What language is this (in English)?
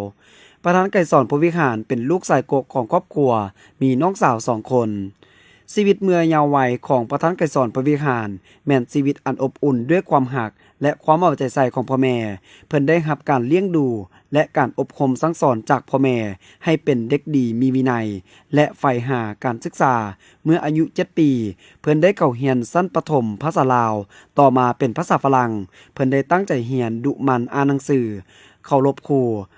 Lao